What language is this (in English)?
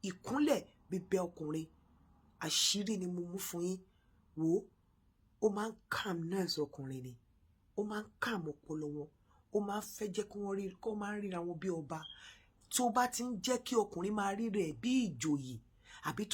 Yoruba